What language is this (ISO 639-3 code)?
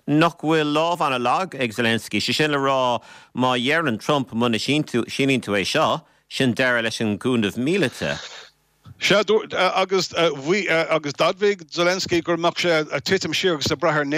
gle